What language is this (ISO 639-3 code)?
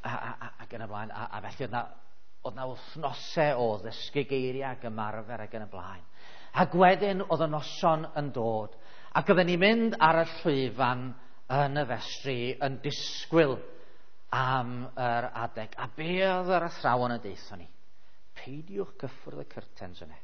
cym